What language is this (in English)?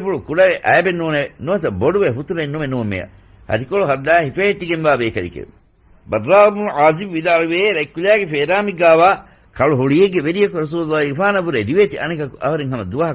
Divehi